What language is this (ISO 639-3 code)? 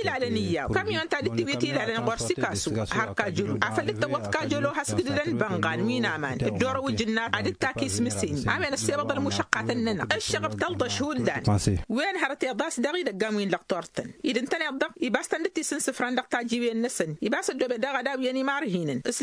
taq